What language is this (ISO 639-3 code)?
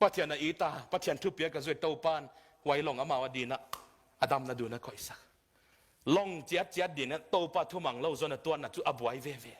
ctd